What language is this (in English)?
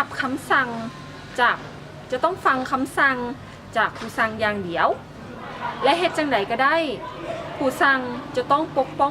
Lao